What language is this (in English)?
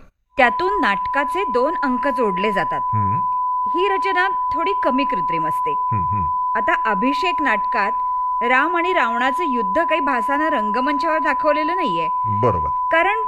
Marathi